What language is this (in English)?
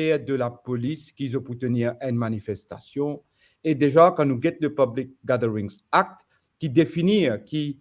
Morisyen